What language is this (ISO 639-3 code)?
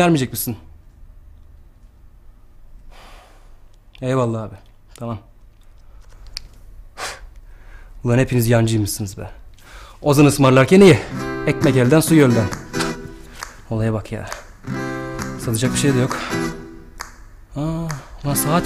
tur